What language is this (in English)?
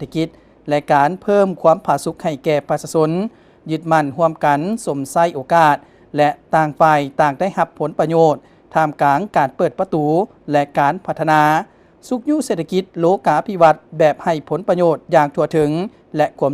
Lao